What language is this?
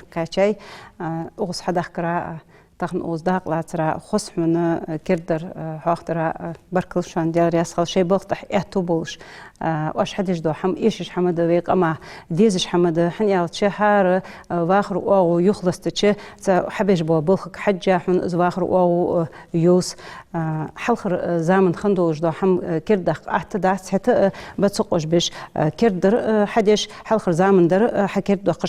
Ingush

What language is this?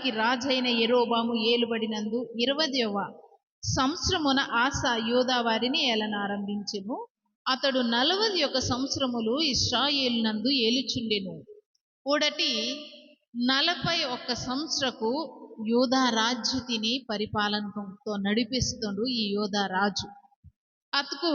Koya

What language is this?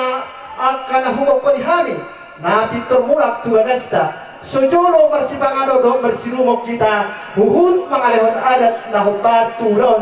Batak Toba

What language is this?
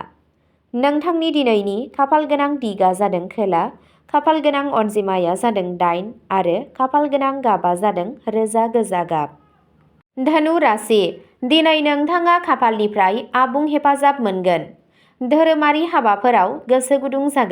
Bodo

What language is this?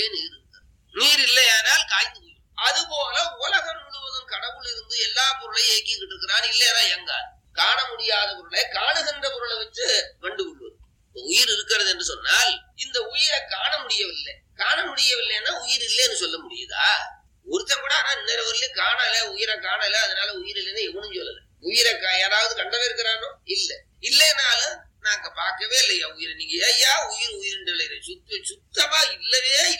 Tamil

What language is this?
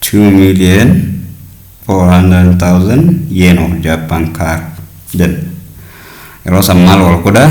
Oromo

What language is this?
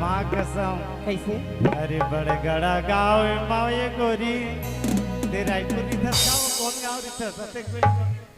Chhattisgarhi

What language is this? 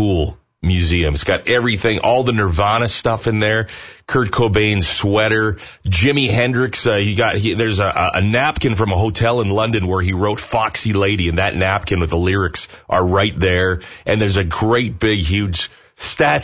English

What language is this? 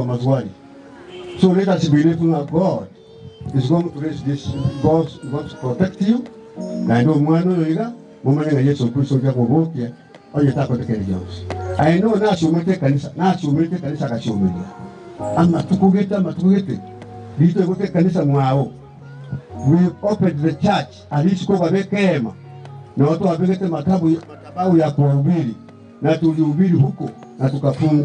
Gusii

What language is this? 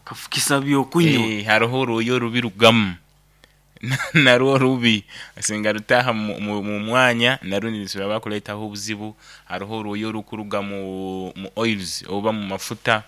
Nyoro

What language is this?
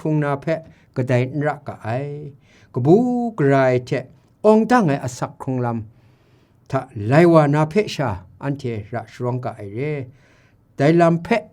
Kachin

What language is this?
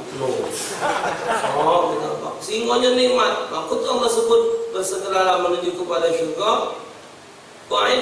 Musi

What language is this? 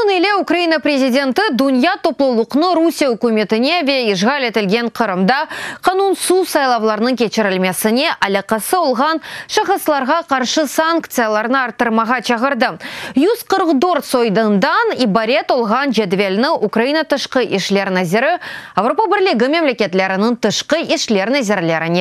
Crimean Tatar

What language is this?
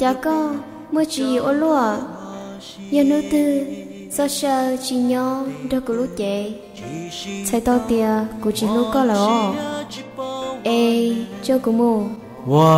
Hmong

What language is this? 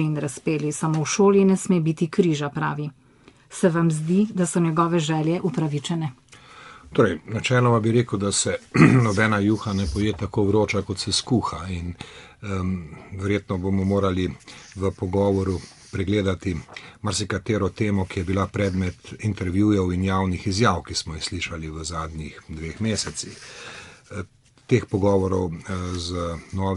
Slovenian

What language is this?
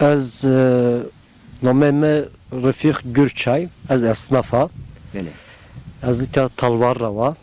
Zaza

